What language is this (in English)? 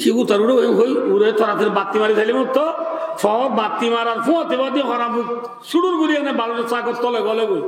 Rohingya